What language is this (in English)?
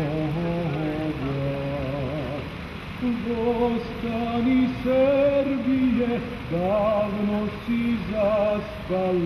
Serbian